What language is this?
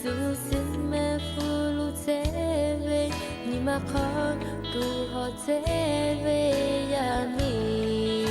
Lahu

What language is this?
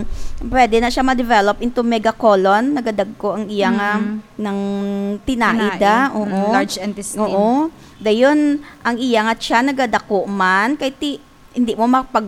Hiligaynon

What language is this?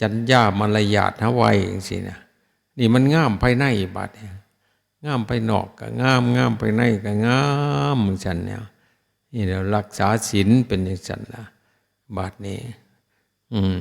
Northeastern Thai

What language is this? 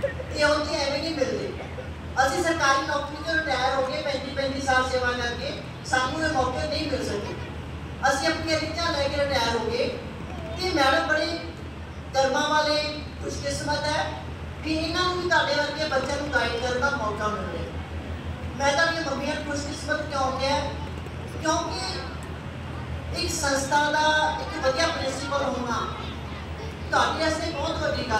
Punjabi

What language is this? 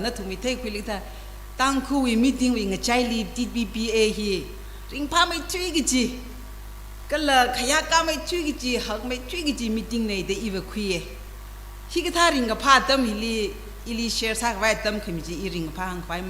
Tangkhul Naga (India)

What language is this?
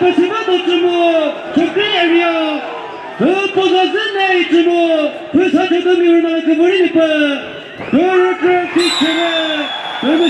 Chokri Naga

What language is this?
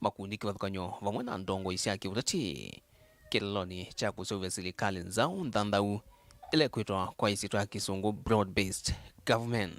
Kamba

